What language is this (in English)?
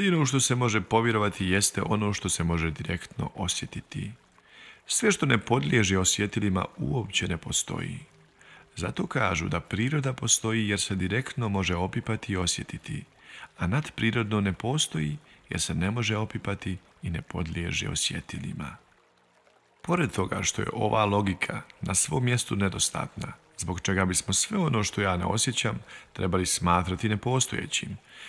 Bosnian